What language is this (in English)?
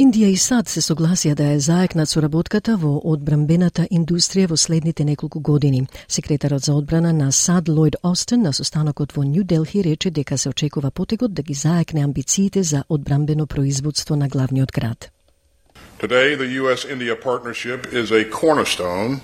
Macedonian